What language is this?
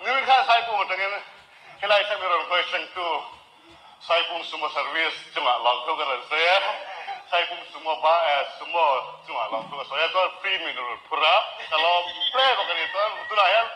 Mizo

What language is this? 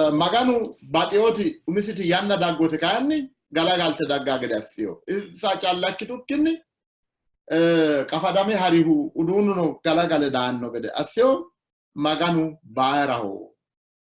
Sidamo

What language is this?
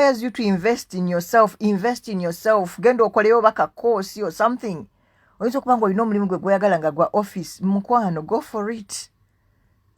Ganda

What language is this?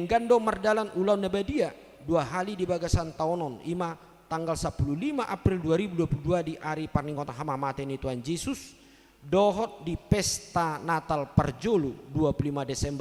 Batak Toba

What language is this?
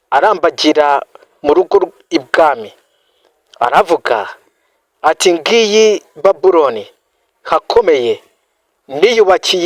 Kinyarwanda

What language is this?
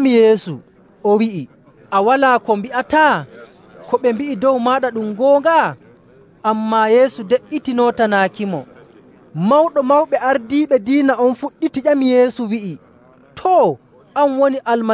Nigerian Fulfulde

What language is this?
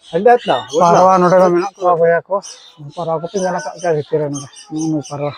Santali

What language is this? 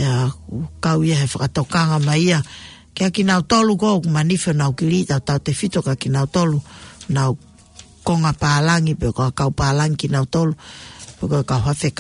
Tongan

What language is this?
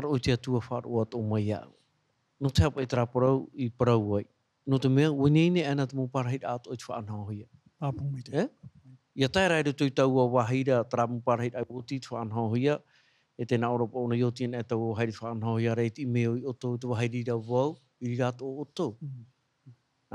Tahitian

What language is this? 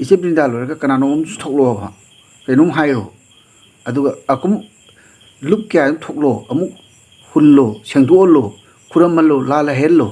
Manipuri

